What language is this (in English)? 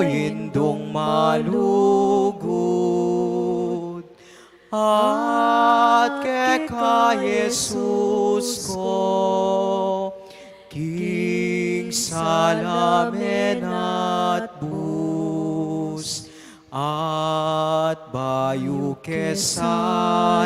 Pampanga